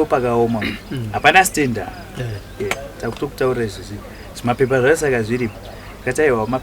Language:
Shona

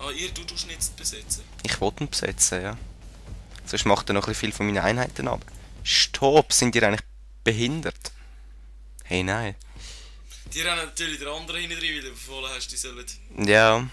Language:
Swiss German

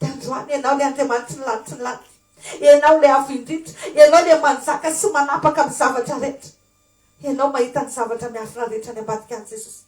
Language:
Malagasy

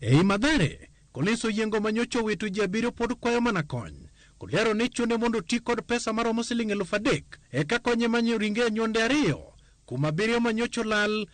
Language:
Luo (Kenya and Tanzania)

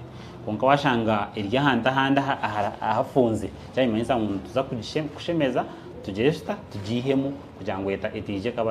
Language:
Nyankole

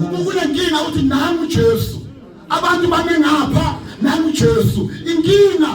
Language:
Zulu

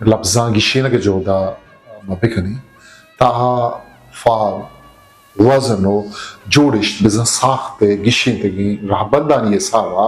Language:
Eastern Balochi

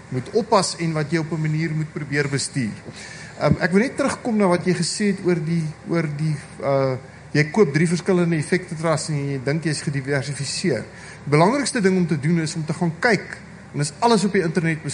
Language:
Afrikaans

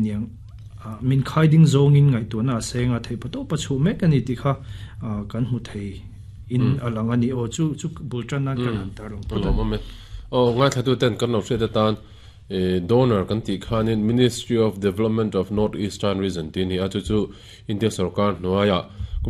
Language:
Mizo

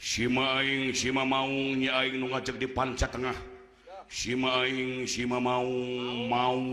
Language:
Sundanese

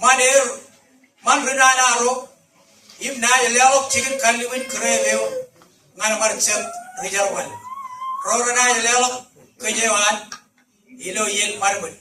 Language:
Marshallese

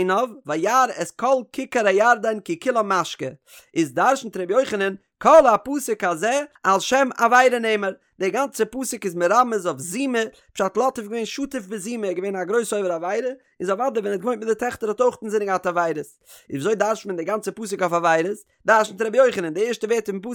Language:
Yiddish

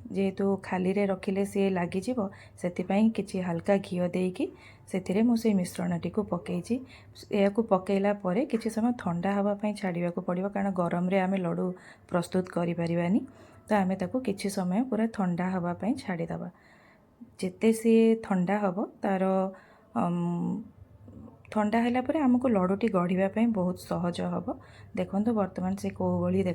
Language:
Odia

